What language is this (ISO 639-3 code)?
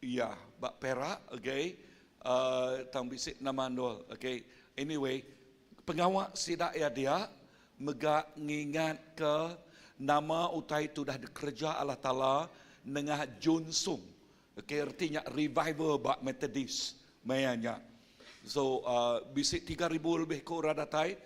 iba